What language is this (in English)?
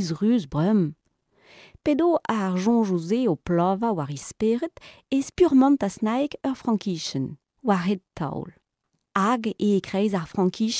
Breton